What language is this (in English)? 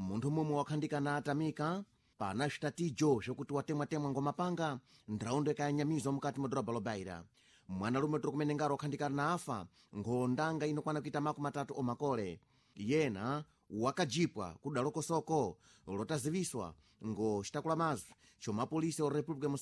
Sena